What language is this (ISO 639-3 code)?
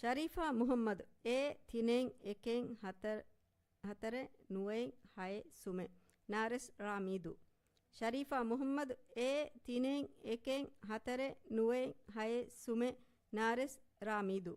div